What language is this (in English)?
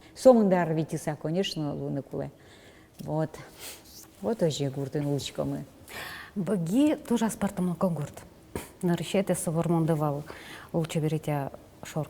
Udmurt